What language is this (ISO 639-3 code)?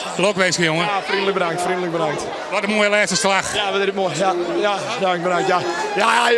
fry